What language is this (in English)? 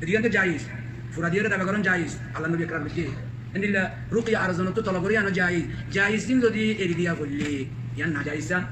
Rohingya